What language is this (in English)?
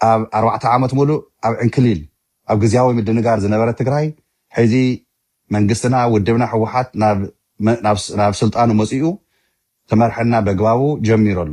Tigrinya